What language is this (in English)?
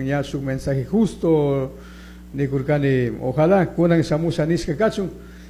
Chimborazo Highland Quichua